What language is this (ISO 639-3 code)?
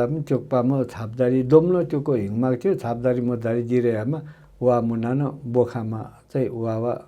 nep